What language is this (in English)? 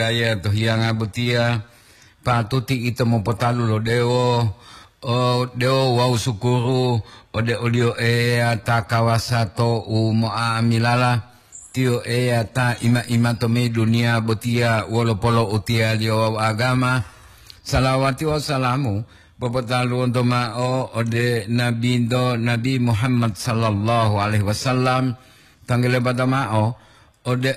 Gorontalo